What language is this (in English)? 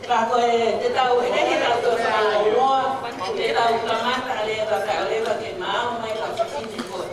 Tongan